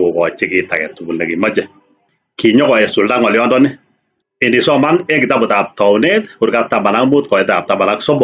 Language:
Kalenjin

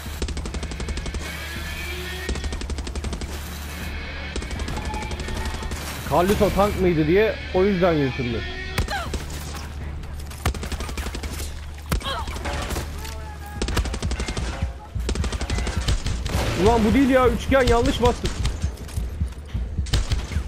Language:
Turkish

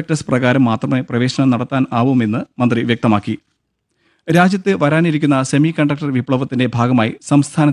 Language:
Malayalam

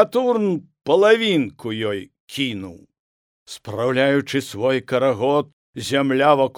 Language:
Belarusian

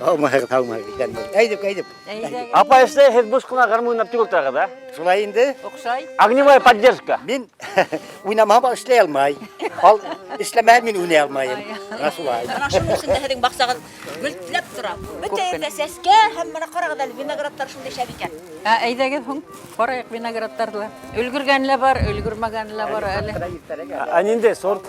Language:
Bashkir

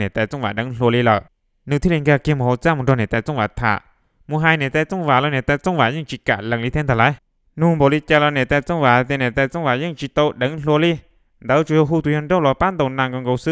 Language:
Hmong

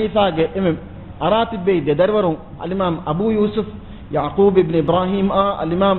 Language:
Divehi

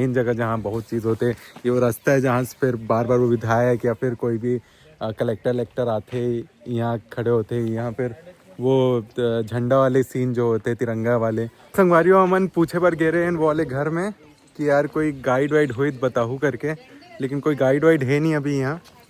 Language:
Chhattisgarhi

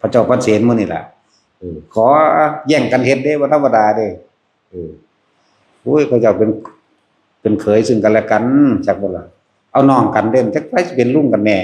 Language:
Northeastern Thai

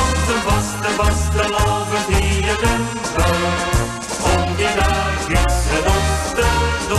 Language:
Limburgish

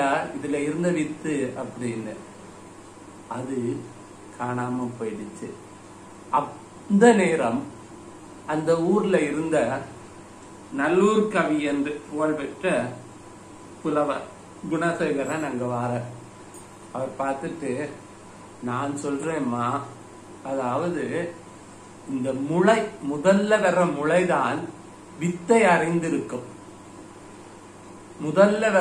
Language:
Tamil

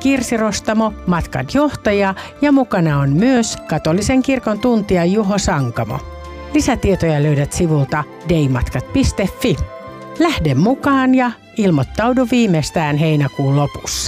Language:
Finnish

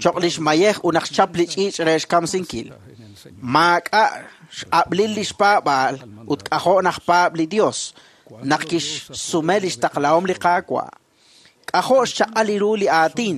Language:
Kekchí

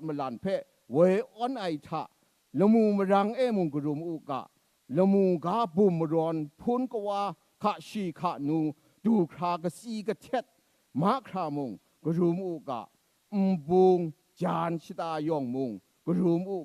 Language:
Kachin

